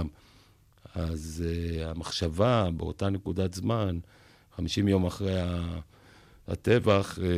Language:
Hebrew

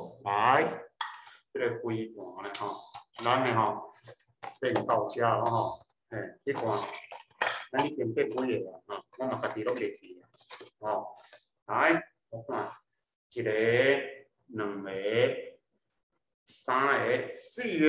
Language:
Min Nan Chinese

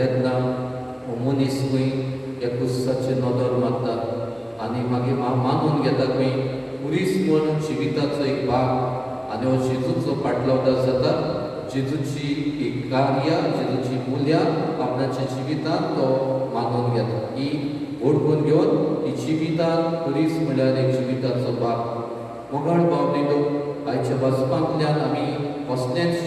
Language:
Konkani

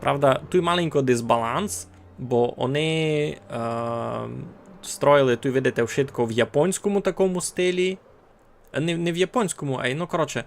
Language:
Rusyn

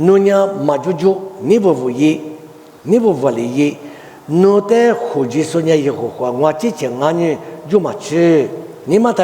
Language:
Lisu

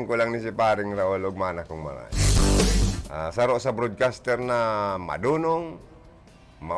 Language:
Bikol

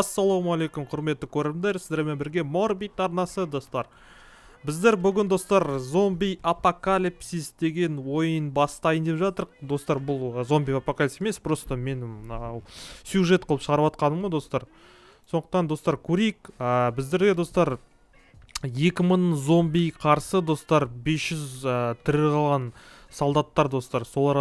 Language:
Kazakh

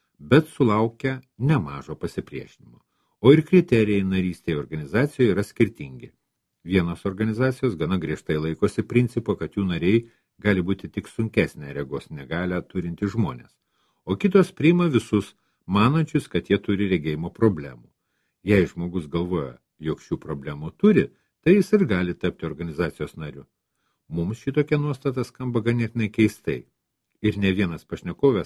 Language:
Lithuanian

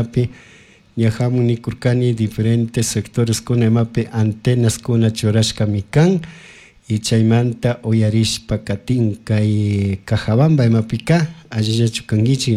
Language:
Chimborazo Highland Quichua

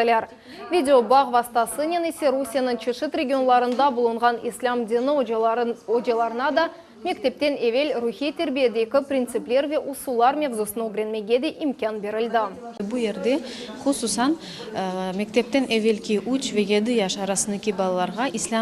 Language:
Crimean Tatar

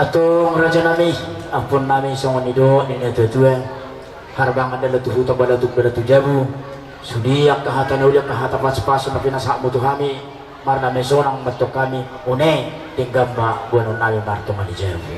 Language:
Batak Toba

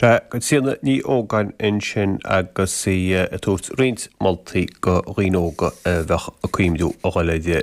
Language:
Irish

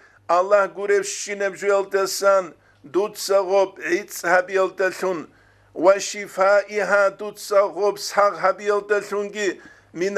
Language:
Avaric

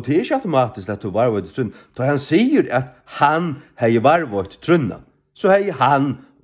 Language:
Faroese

